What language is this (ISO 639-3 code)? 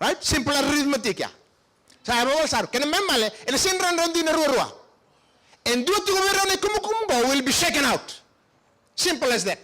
fij